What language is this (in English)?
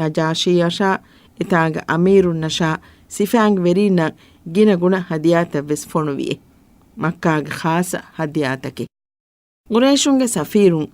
Divehi